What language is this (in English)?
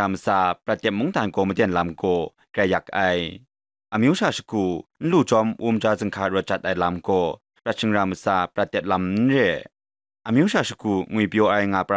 Kachin